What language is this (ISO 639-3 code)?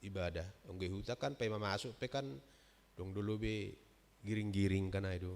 bts